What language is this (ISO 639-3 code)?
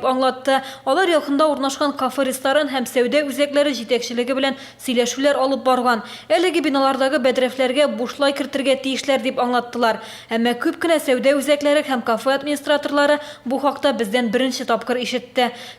tat